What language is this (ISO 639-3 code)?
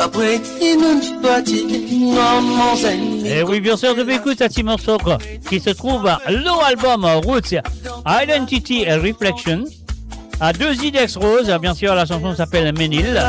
mfe